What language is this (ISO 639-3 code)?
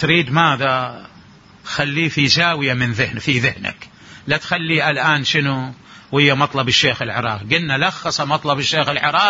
acm